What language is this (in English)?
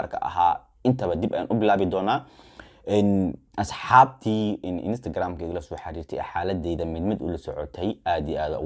Somali